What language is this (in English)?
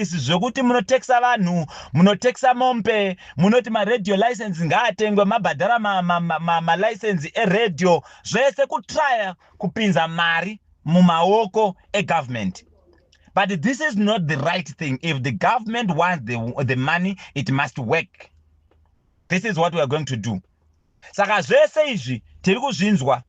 Shona